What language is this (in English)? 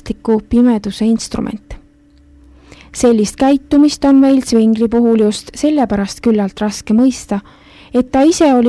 Estonian